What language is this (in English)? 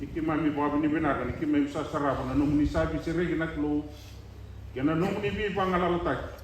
Fijian